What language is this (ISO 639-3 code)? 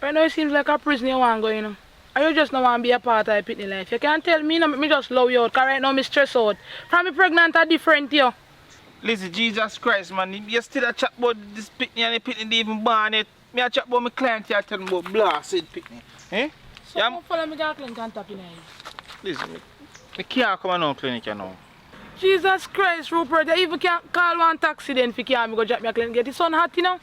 jam